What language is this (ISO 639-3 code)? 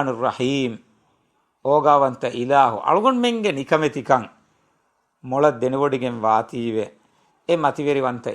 div